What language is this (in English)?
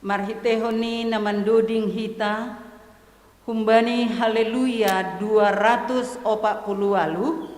Batak Simalungun